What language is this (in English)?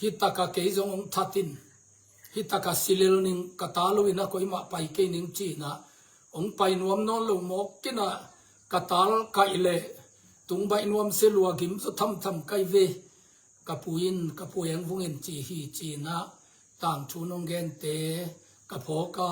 Tedim Chin